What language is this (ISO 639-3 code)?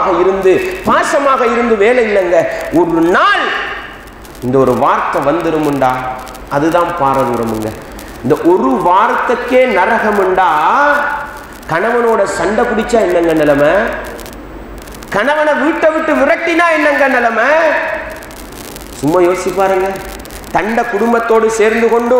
tam